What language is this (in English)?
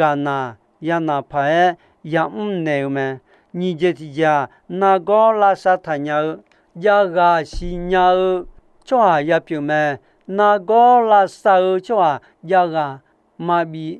Akha